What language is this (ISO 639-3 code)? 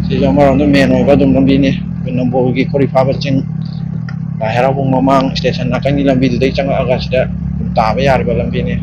mni